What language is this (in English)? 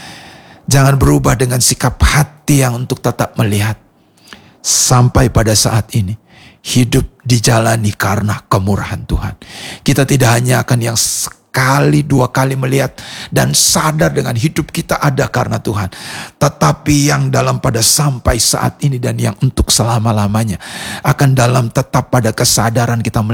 Indonesian